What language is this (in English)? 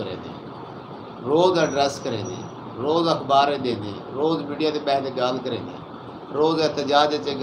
Saraiki